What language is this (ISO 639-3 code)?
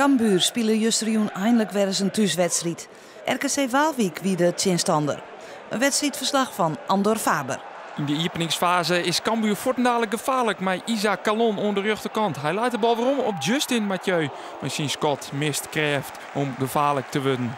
fry